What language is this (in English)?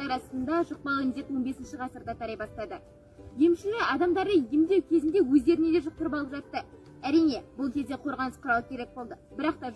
Kazakh